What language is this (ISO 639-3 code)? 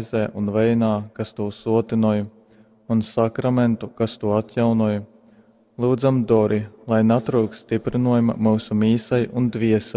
ltg